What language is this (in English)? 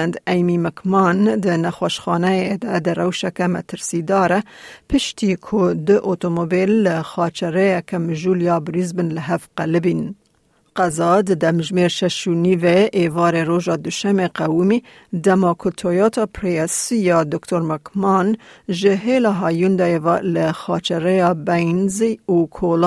Kurdish